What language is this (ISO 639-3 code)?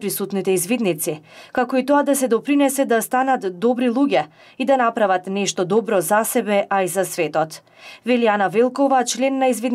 mkd